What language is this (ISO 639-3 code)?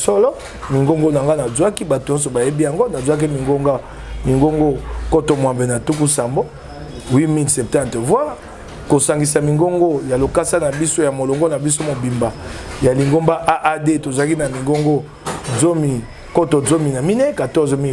lin